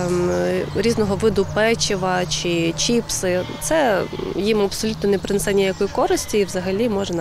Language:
Ukrainian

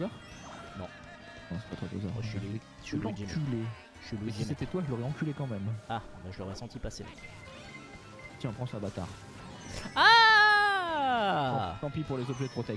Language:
French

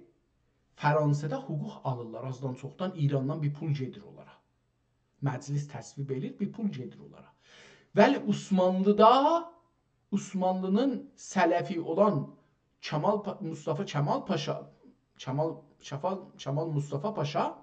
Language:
South Azerbaijani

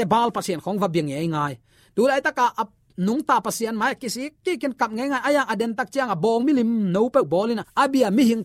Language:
Tedim Chin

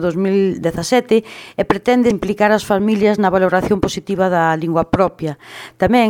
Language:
Galician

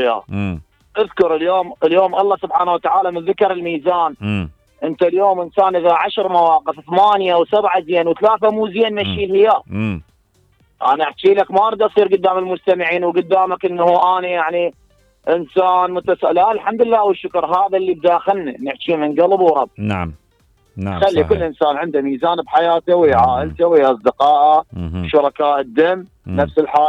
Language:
Mesopotamian Arabic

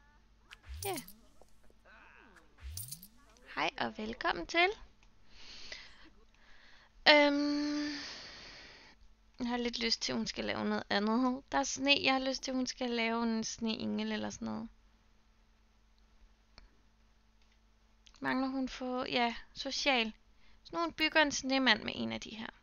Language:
Danish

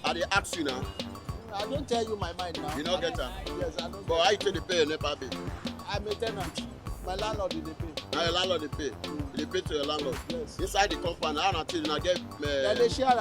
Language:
Nigerian Pidgin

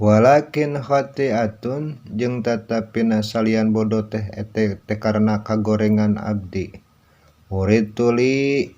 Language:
Sundanese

